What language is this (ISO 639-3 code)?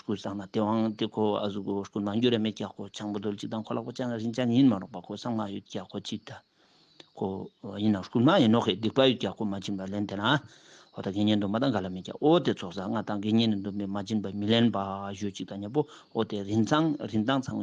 lbj